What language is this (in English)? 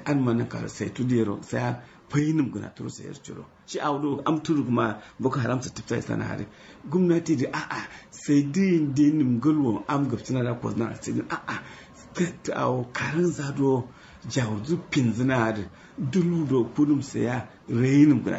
Kanuri